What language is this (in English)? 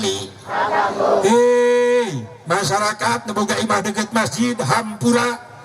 Sundanese